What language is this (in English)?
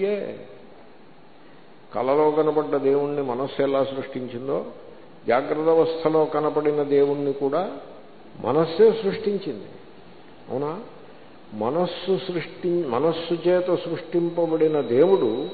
Telugu